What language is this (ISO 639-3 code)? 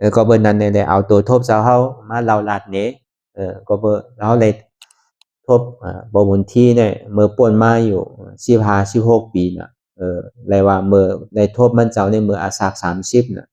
shn